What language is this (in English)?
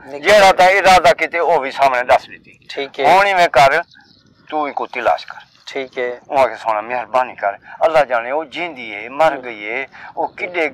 Saraiki